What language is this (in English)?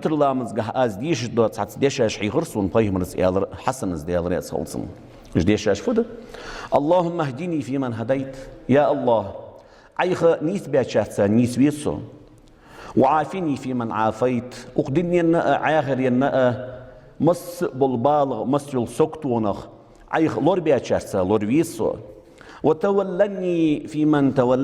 Ingush